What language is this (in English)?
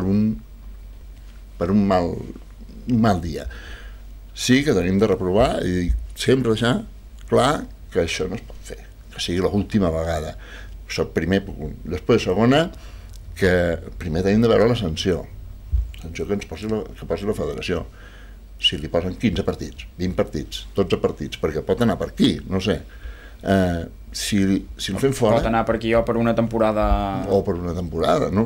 Catalan